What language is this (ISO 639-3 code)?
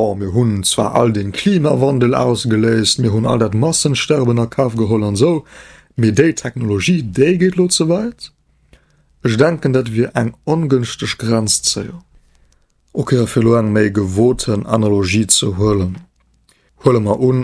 ltz